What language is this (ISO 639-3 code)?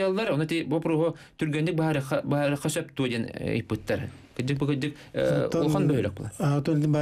sah